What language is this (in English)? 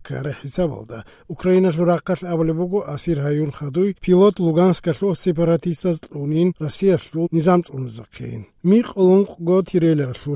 Avaric